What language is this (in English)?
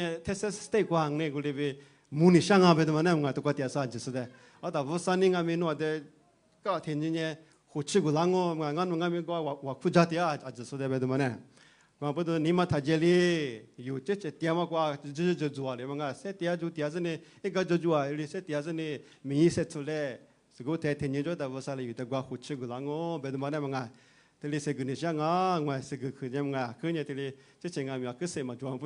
Lisu